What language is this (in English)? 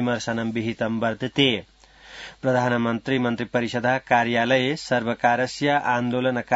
Sanskrit